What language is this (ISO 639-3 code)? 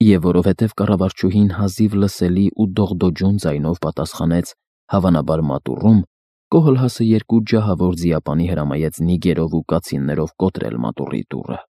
hye